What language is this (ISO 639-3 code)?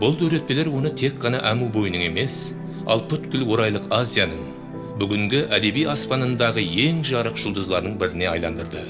kaa